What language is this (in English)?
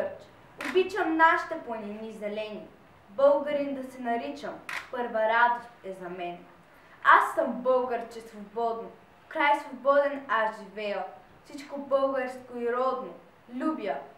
Bulgarian